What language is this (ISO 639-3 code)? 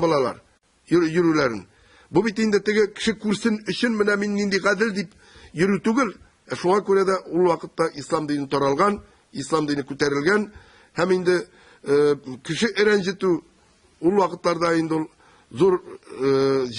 tat